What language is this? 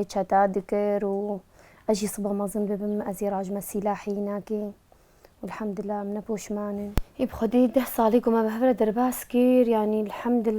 Kurdish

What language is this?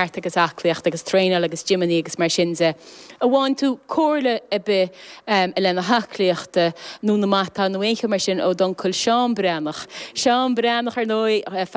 Irish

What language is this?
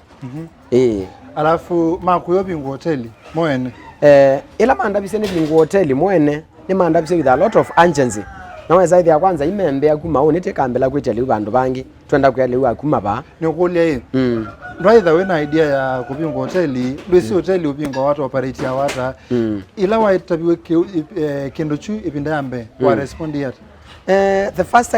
Kamba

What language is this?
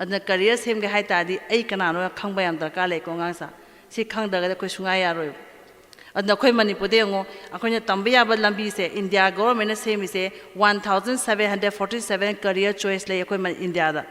Manipuri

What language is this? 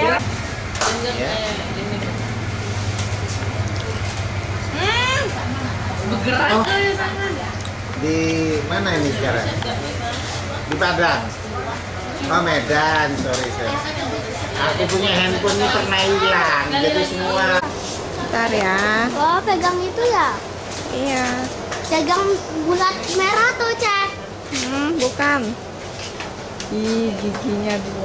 Indonesian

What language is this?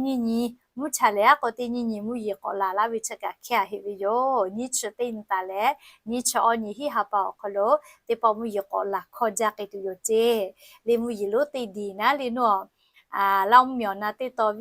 Lahu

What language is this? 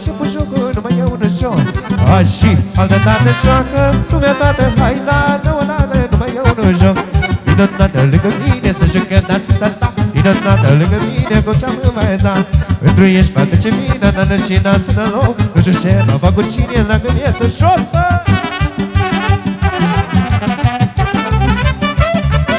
Romanian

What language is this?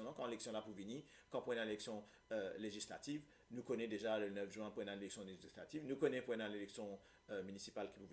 Morisyen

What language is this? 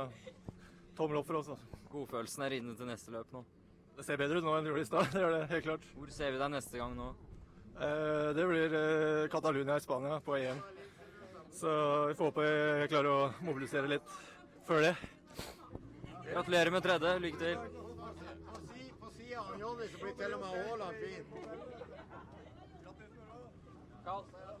Norwegian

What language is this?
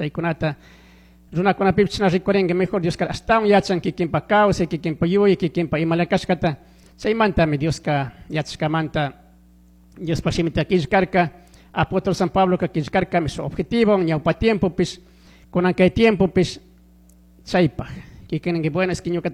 Chimborazo Highland Quichua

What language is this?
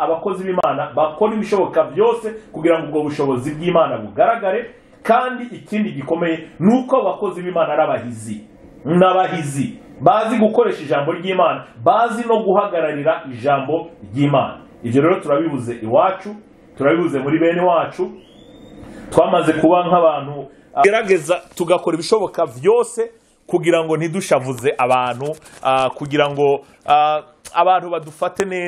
Rundi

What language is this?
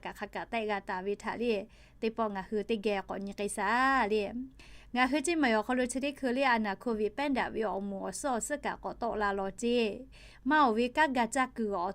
Lahu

